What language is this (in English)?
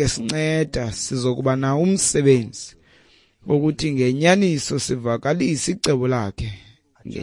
Xhosa